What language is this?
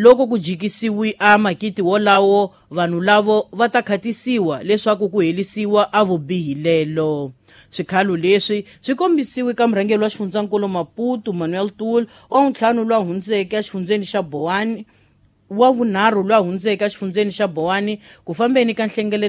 Tsonga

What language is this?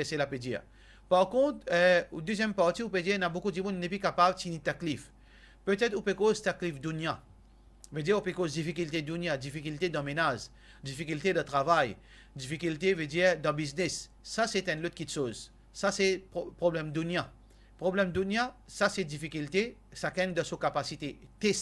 Morisyen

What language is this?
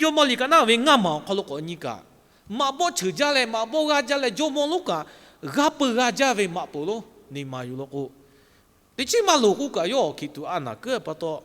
Lahu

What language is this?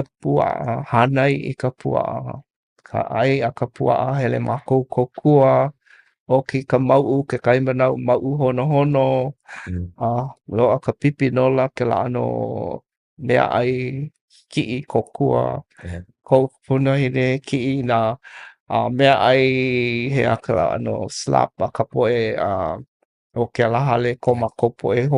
Hawaiian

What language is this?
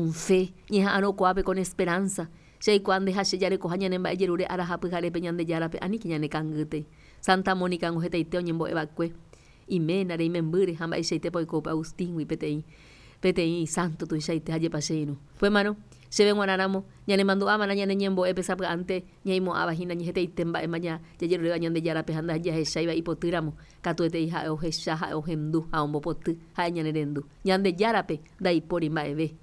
Guarani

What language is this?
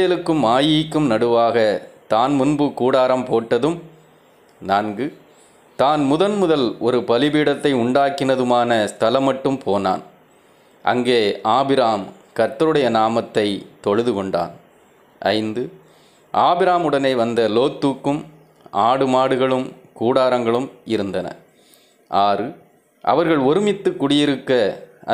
Tamil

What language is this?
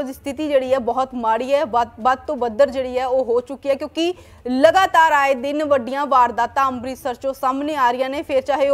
Punjabi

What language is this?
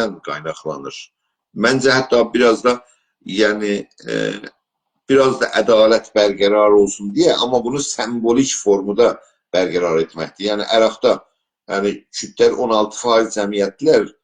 South Azerbaijani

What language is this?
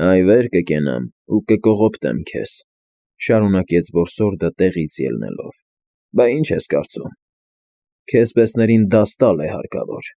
Armenian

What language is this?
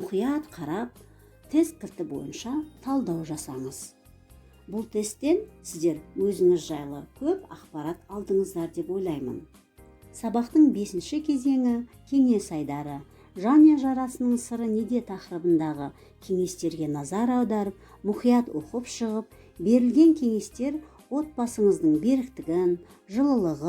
Kazakh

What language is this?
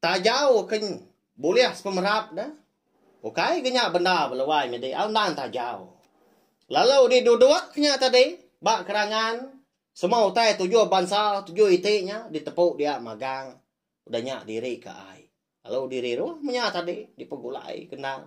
Iban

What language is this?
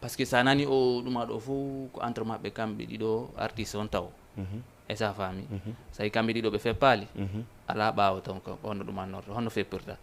Fula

